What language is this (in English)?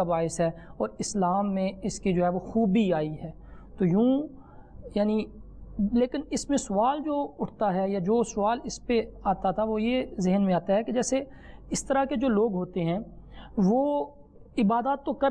Urdu